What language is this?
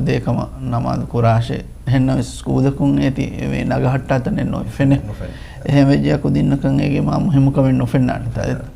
Divehi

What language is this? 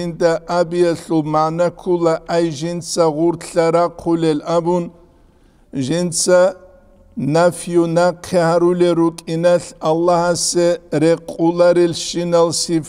Avaric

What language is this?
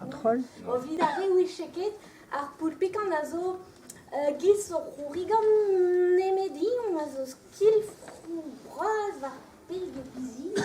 Breton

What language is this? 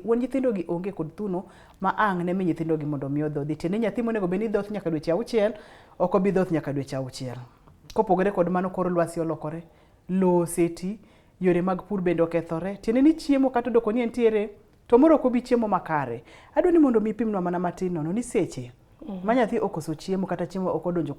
Luo (Kenya and Tanzania)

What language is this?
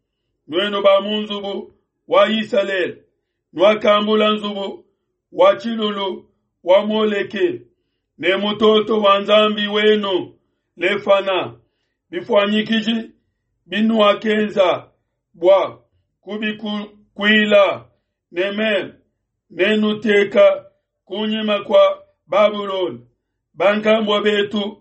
Luba-Lulua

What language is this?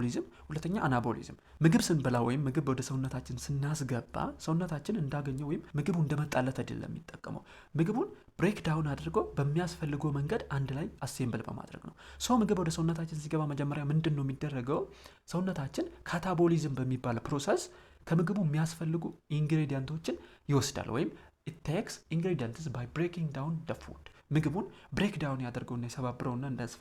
Amharic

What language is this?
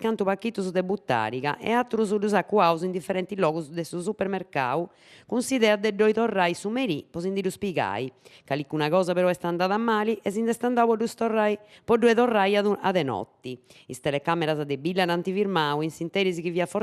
Sardinian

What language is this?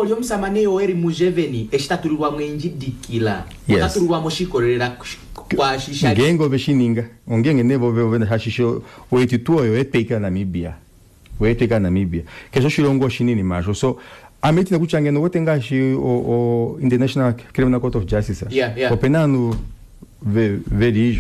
Kuanyama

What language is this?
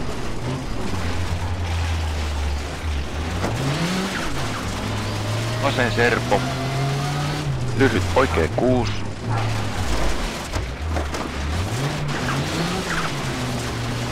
Finnish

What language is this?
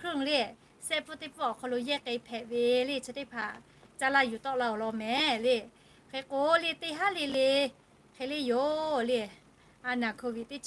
Lahu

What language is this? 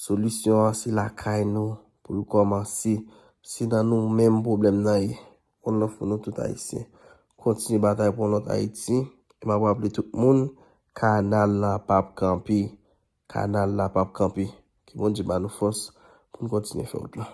Haitian Creole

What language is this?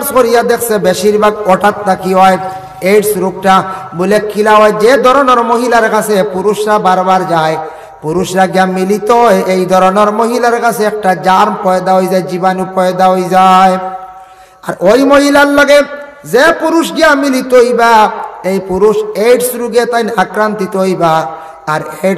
Sylheti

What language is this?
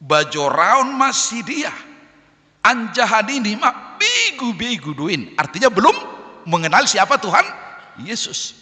Batak Simalungun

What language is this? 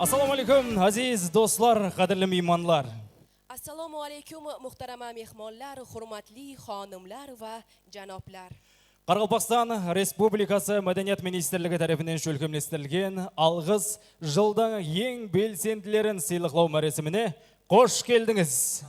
Kara-Kalpak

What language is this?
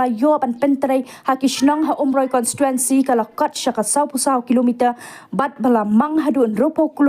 Khasi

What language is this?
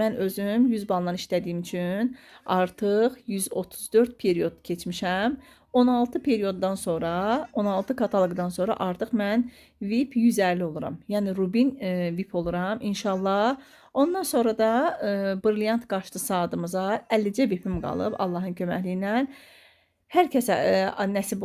Azerbaijani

